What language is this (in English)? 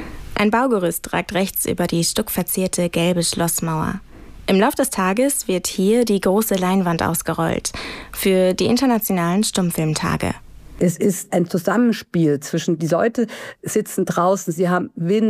German